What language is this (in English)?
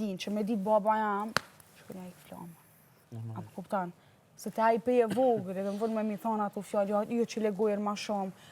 Albanian